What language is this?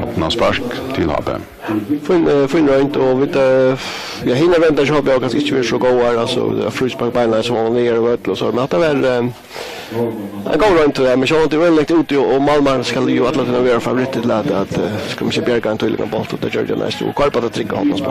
Faroese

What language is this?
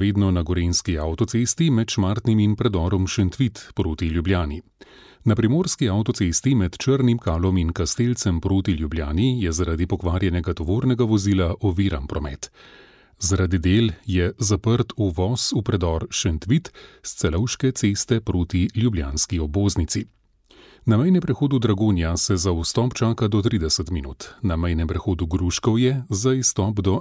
Slovenian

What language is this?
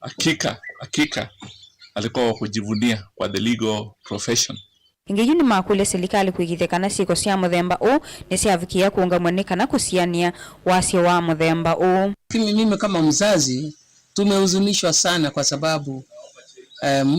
Kamba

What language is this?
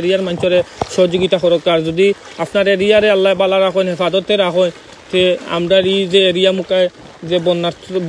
Sylheti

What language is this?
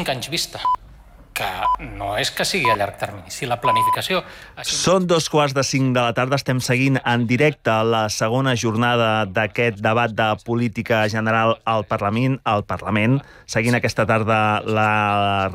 Catalan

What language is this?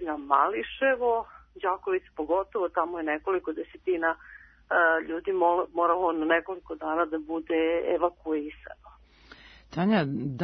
Serbian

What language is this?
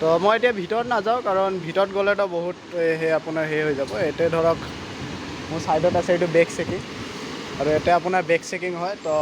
Assamese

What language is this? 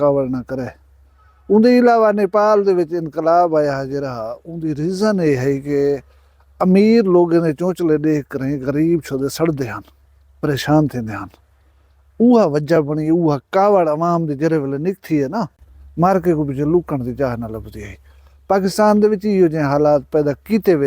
Saraiki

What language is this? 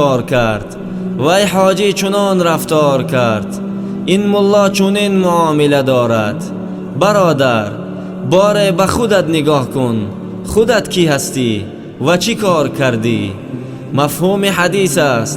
Tajik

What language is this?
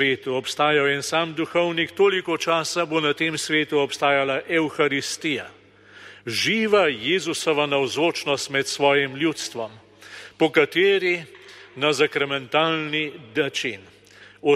Slovenian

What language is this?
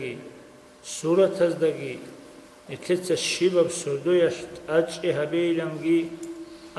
Avaric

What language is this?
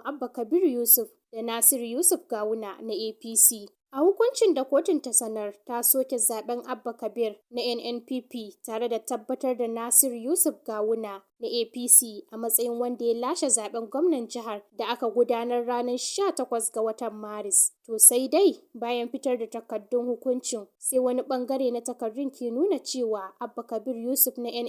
Hausa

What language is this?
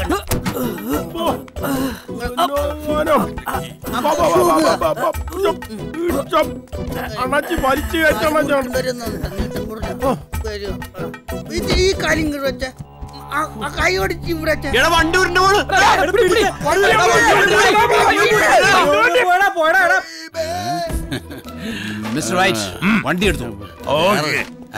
Malayalam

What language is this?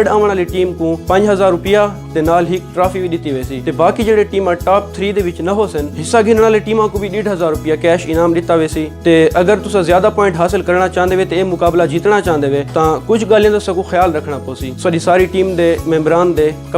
Saraiki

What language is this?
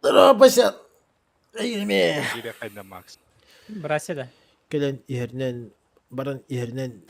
Yakut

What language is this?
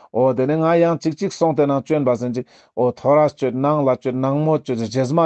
Ladakhi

